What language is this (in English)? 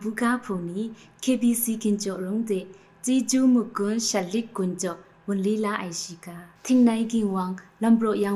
Kachin